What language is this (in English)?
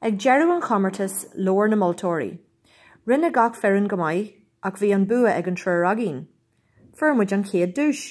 Irish